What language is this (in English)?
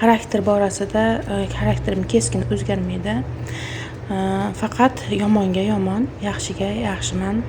Uzbek